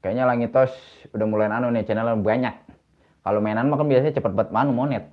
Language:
Betawi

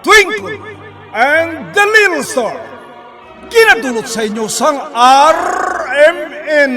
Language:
Hiligaynon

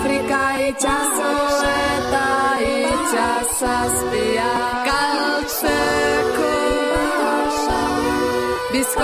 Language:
Basque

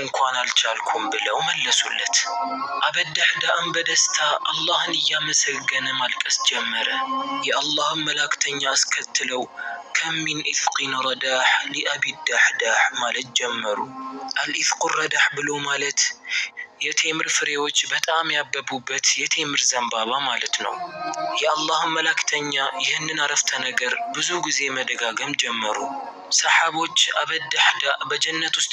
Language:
Amharic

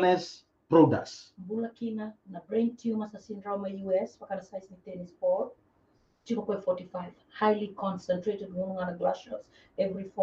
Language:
Fijian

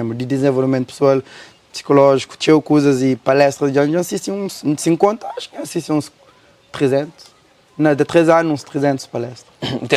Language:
Kabuverdianu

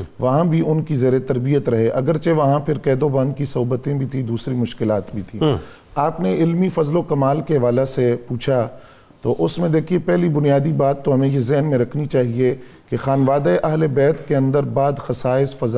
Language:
Urdu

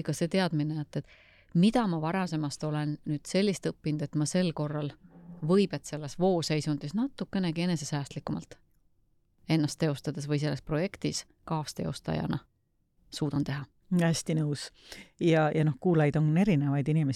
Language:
Estonian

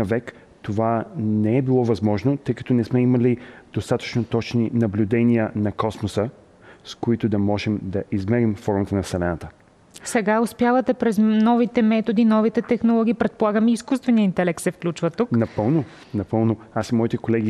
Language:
Bulgarian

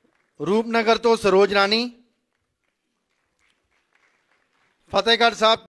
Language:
Hindi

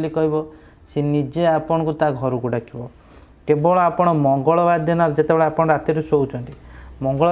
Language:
Odia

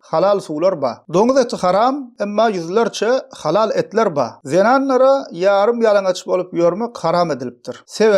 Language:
Turkmen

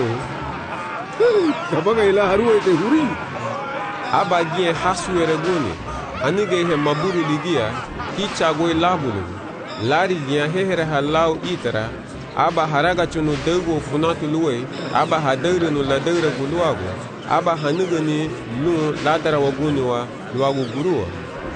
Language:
Garifuna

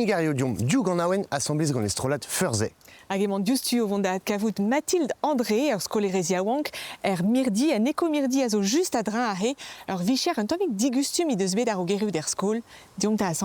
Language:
Breton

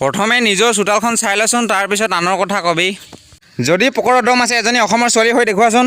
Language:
Assamese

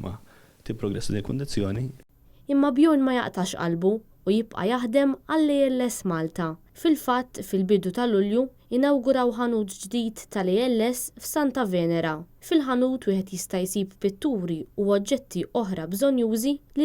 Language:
Maltese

